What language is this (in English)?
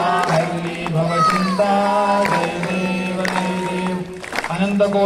Marathi